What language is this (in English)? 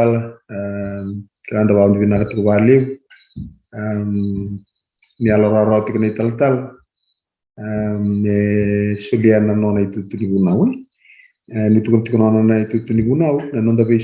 Fijian